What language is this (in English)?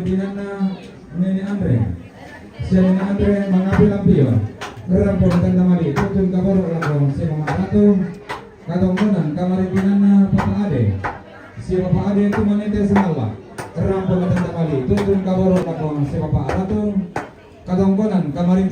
Toraja-Sa'dan